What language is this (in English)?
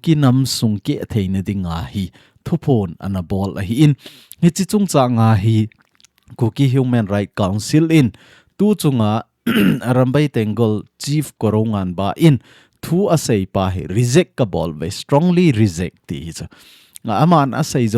Thado Chin